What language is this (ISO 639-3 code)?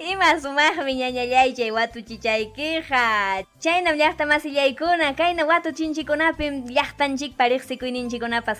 quy